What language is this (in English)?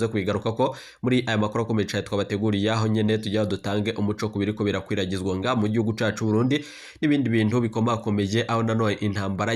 Rundi